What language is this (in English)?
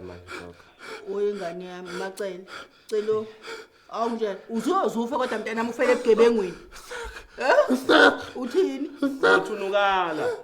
Zulu